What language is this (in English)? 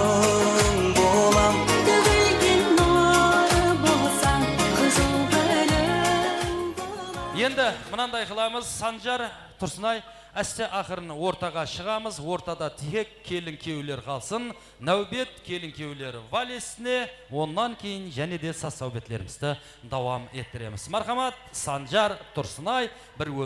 Kara-Kalpak